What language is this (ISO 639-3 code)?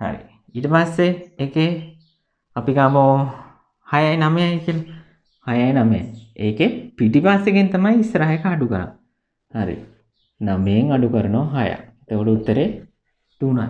sin